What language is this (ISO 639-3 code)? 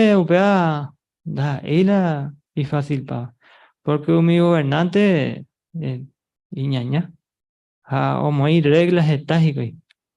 grn